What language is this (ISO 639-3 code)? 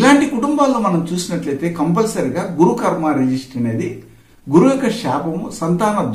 tel